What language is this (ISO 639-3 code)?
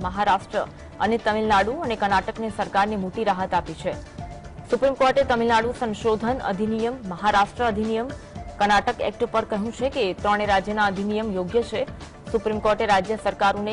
guj